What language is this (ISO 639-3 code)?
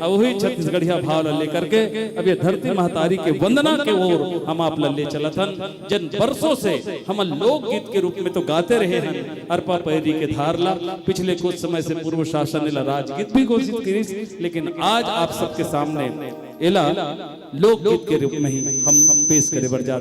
hne